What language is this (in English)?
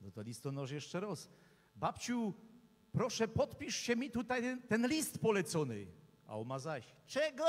Silesian